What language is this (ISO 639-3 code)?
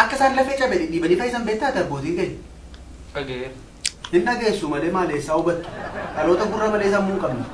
orm